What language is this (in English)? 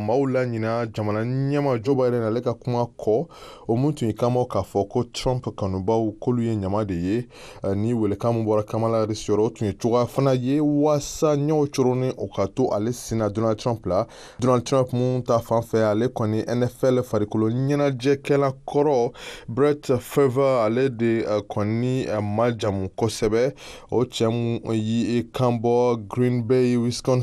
Bambara